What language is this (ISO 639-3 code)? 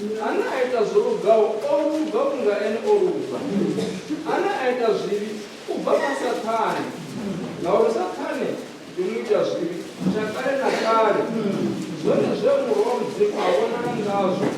ven